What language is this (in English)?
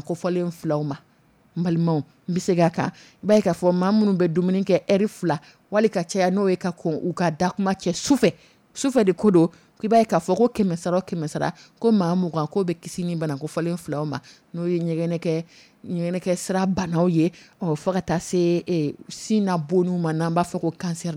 Dyula